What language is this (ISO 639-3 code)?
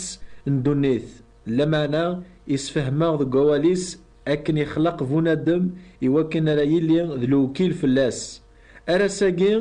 kab